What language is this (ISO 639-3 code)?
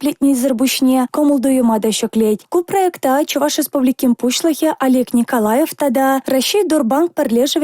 chv